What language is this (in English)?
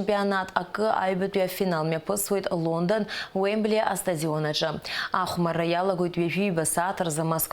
Abkhazian